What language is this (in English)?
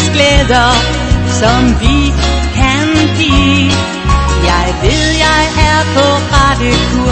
Danish